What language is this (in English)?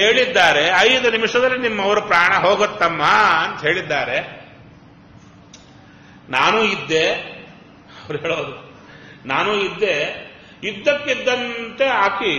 Kannada